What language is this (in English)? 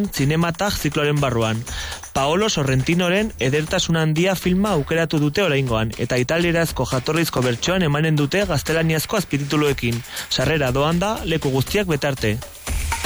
Basque